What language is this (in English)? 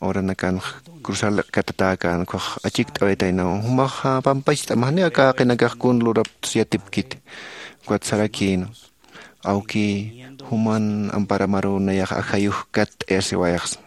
Aymara